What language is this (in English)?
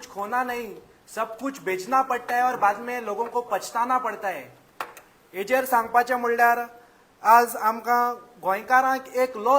Konkani